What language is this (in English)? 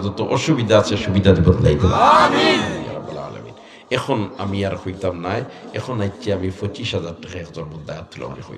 Sylheti